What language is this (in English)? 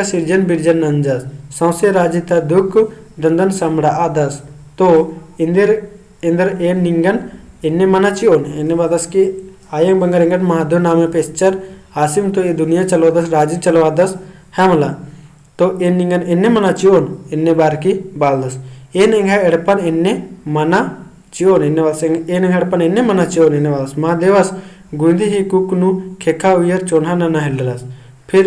Kurukh